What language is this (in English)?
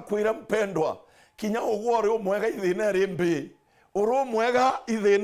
Meru